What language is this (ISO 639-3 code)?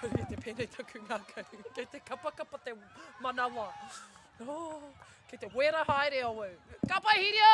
mri